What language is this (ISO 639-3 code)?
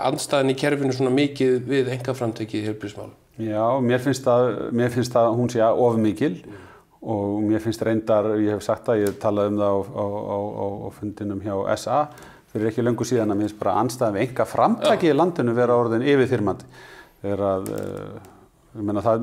isl